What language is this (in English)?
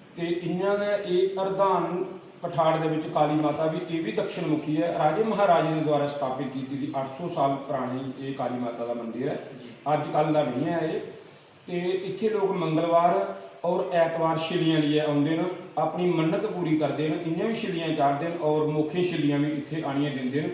Dogri